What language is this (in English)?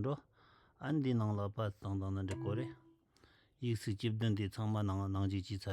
Tibetan